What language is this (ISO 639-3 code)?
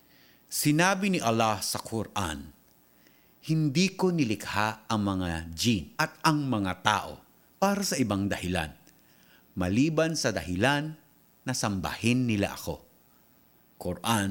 fil